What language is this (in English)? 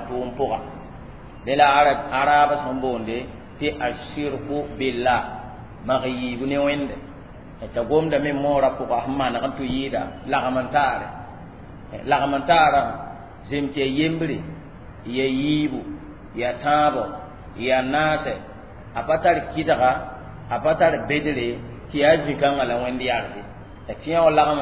Mossi